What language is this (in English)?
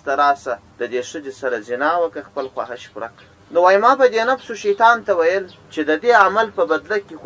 Pashto